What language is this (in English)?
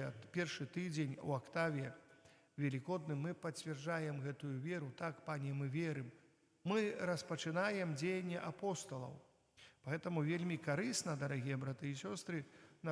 Belarusian